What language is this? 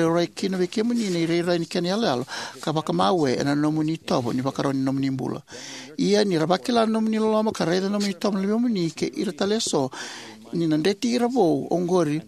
Fijian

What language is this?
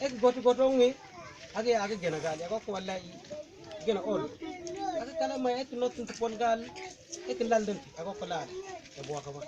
Mabaan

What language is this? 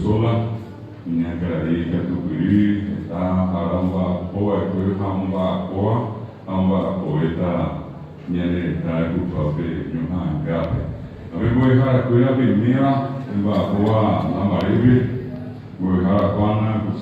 Guarani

